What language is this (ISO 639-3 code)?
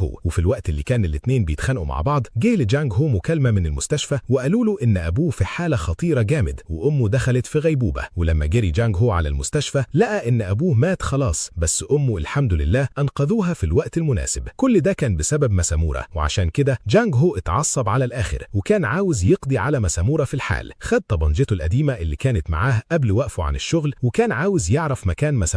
arz